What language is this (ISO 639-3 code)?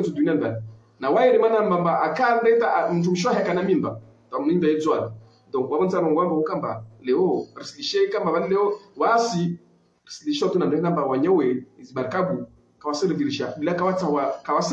zdj